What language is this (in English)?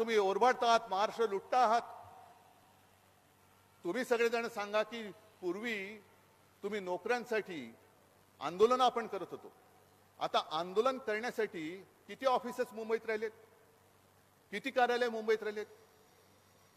Marathi